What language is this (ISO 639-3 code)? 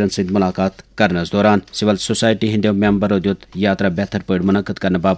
kas